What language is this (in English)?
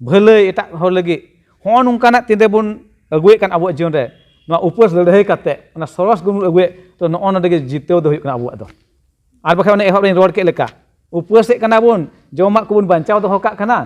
Santali